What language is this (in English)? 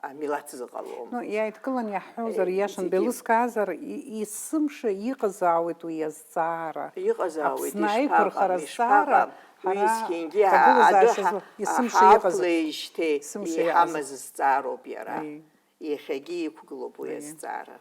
Abkhazian